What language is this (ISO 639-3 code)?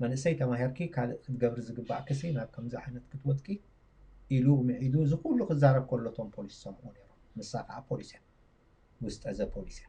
tir